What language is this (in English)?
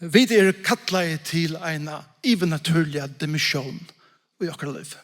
Faroese